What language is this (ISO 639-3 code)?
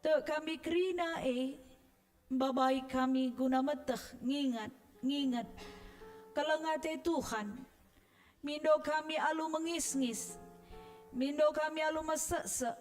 btx